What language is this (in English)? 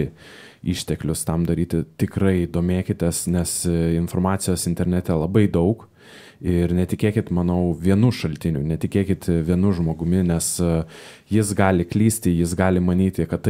Lithuanian